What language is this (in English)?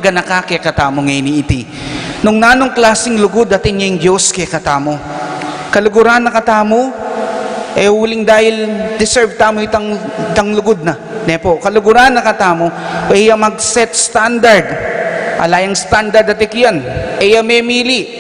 Pampanga